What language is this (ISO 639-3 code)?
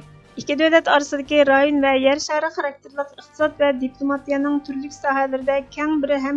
uig